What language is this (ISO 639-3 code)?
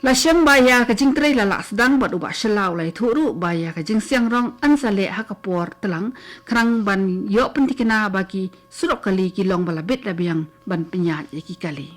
kha